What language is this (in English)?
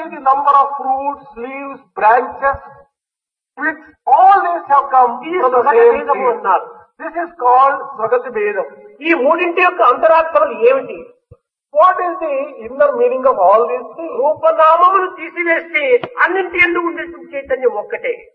Telugu